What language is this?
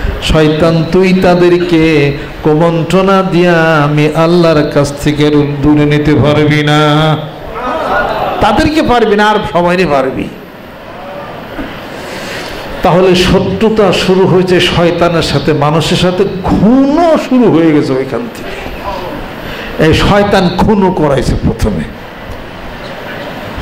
Bangla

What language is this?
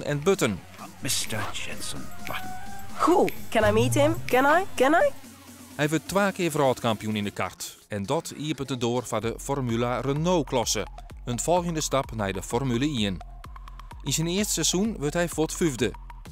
Western Frisian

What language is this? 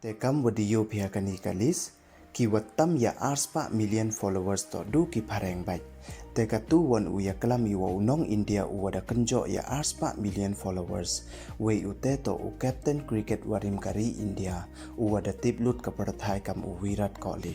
Pnar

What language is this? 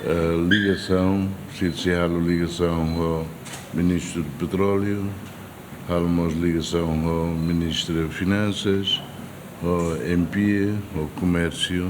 Tetum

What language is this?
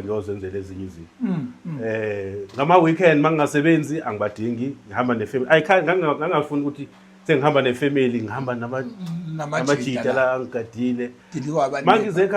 Zulu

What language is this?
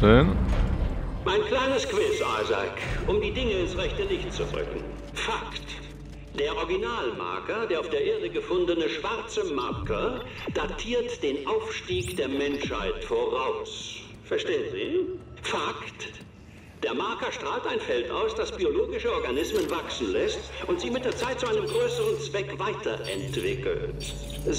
Swiss German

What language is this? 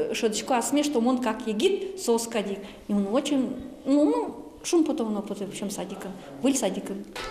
Udmurt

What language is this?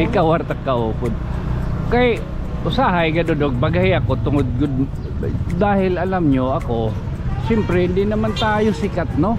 Waray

